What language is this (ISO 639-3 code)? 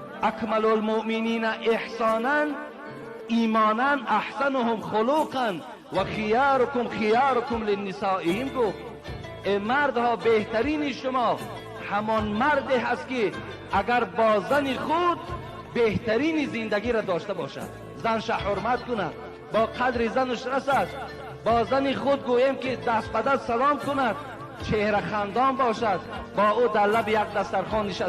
tgk